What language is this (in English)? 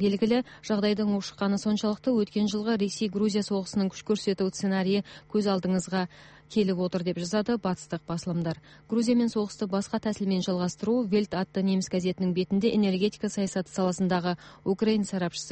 Kazakh